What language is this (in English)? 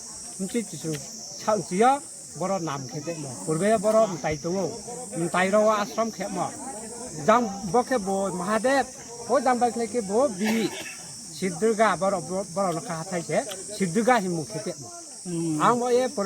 Riang (India)